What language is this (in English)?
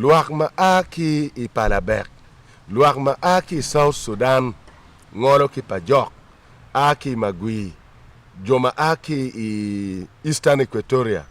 Acoli